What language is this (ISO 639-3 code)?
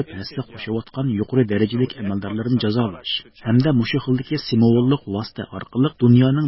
uig